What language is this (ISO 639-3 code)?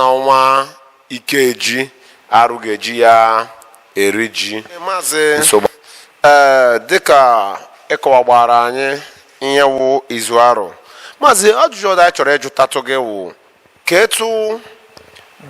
ibo